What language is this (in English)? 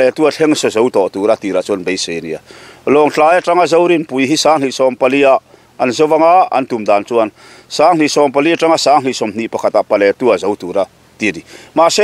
Mizo